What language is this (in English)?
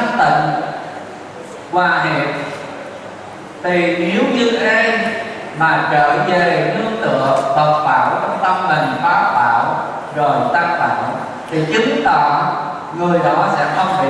Vietnamese